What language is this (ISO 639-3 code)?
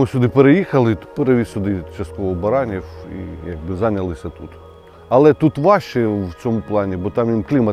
ukr